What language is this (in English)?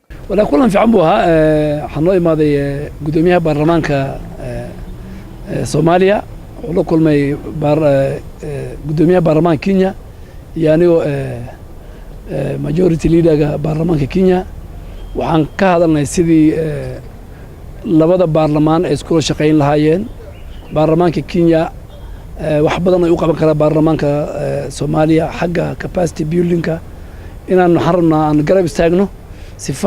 Somali